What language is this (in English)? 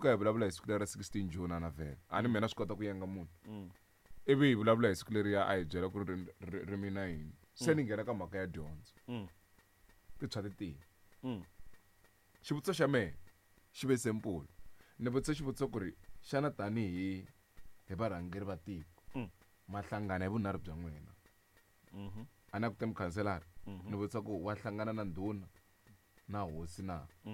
Tsonga